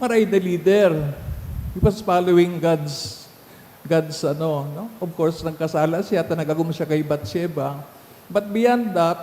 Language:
Bikol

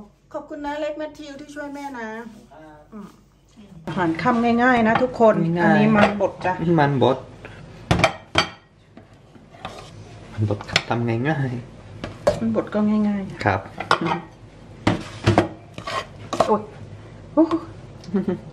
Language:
Thai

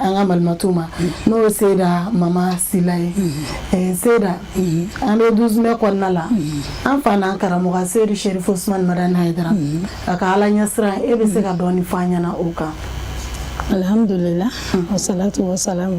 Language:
Bambara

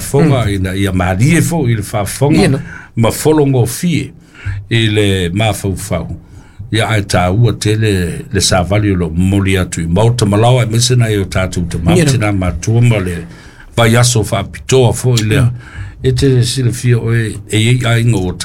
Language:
Samoan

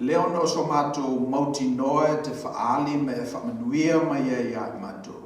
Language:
Samoan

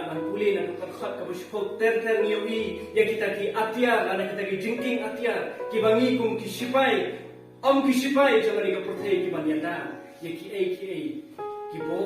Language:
Khasi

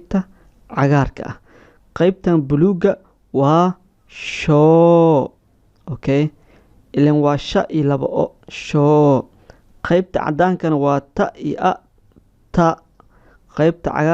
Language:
Somali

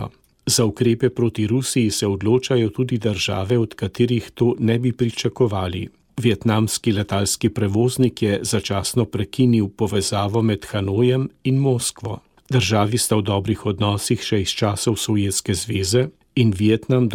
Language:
Slovenian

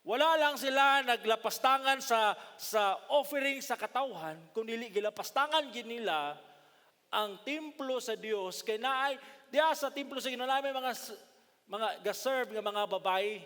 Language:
Cebuano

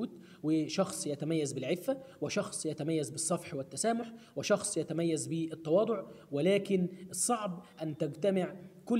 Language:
Arabic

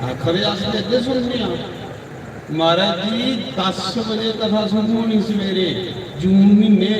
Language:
Dogri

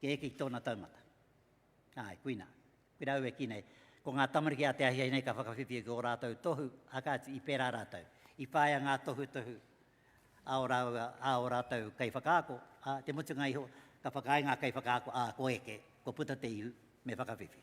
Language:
Māori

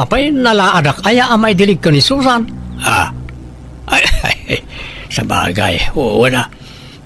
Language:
Iloko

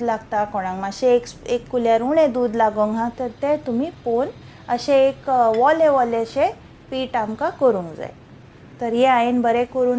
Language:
Konkani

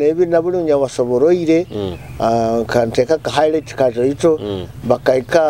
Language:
Nyoro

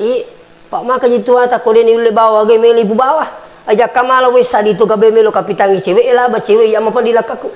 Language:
Buginese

